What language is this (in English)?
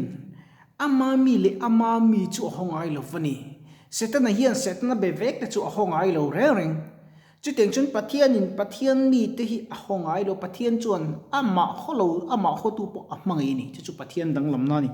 Mizo